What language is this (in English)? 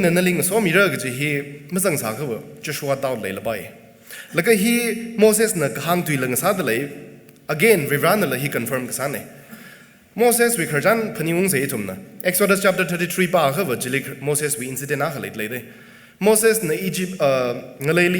Tangkhul Naga (India)